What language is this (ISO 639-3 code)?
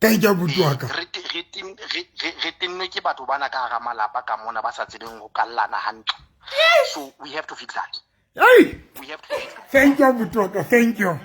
sot